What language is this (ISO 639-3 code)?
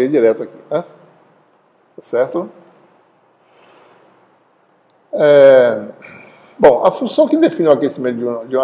por